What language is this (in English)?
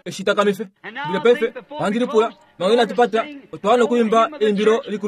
Kuanyama